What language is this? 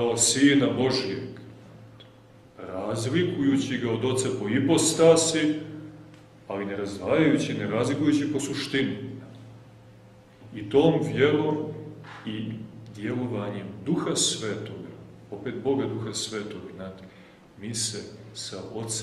Serbian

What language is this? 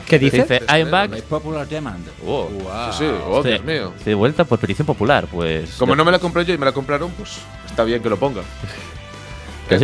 Spanish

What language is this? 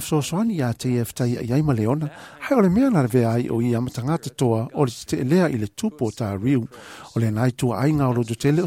Samoan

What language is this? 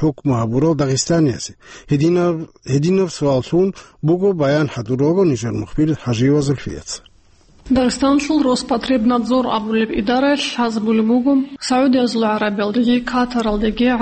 Avaric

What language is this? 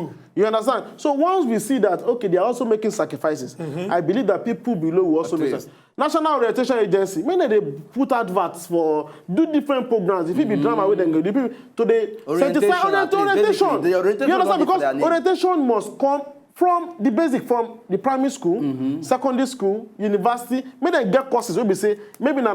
Nigerian Pidgin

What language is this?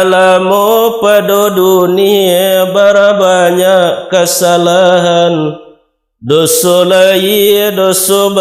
Minangkabau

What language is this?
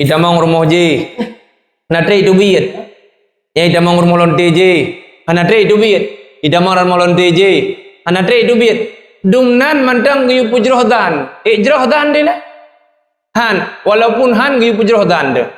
Achinese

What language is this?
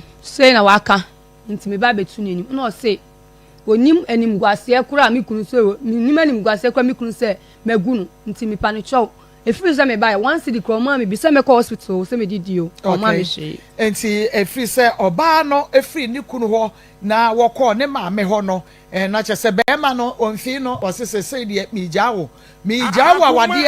Akan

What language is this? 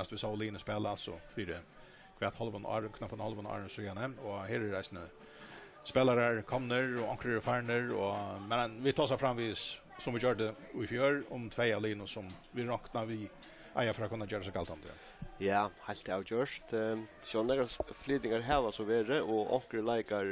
Faroese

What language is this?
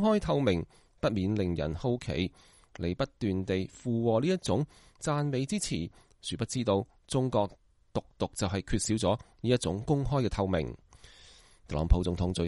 Cantonese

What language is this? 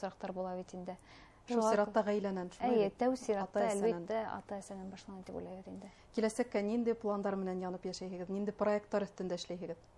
Bashkir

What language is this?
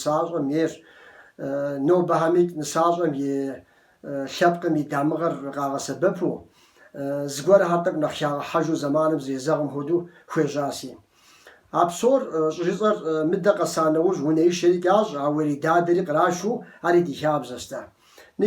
Kabardian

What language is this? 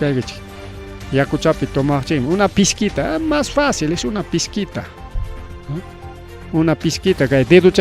Ayacucho Quechua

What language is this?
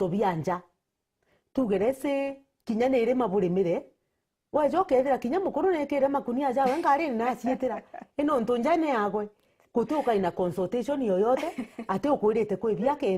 Meru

